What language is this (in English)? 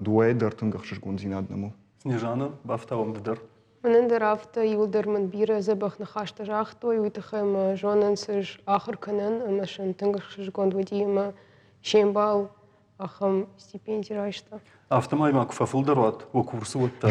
Ossetic